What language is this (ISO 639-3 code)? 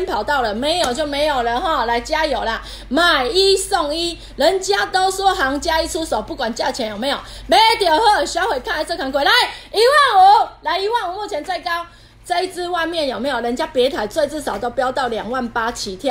zho